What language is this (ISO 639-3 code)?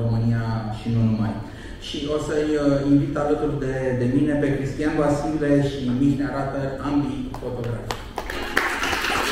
ron